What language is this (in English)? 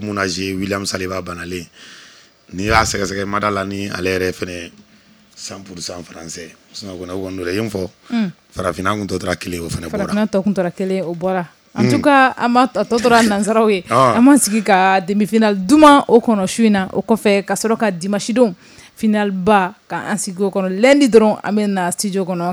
Bambara